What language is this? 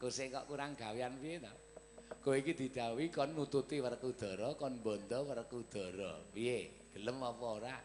Javanese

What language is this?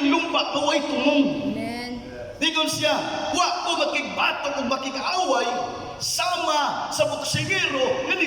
Cebuano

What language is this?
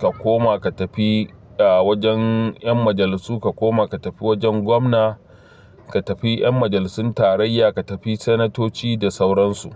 Hausa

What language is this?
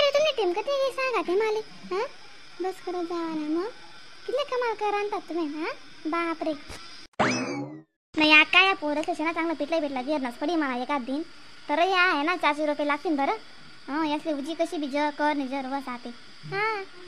Khandesi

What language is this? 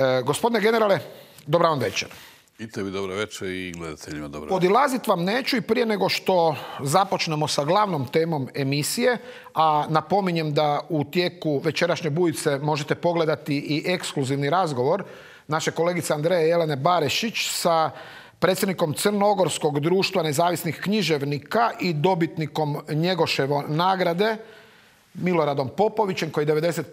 Croatian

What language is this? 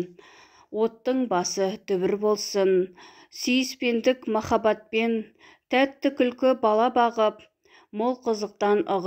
Kazakh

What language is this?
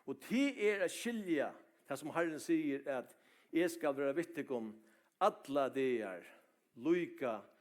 Faroese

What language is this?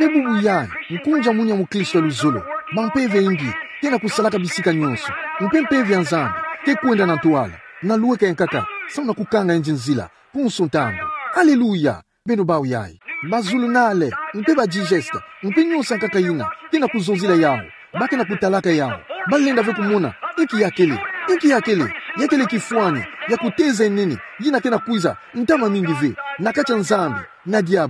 Kituba (Democratic Republic of Congo)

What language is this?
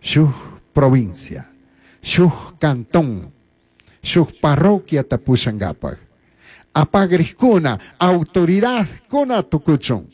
Chimborazo Highland Quichua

